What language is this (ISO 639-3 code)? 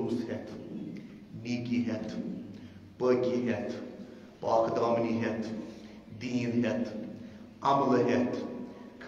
kas